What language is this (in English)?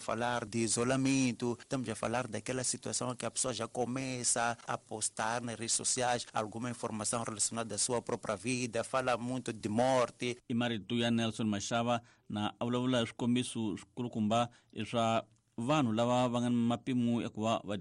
Tsonga